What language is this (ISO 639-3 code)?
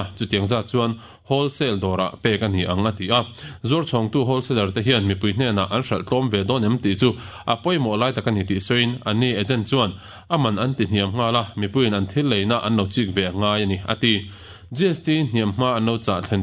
lus